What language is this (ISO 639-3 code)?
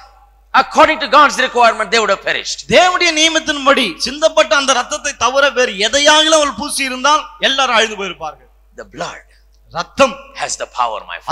tam